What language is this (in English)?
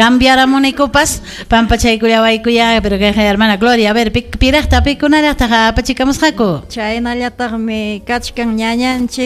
Ayacucho Quechua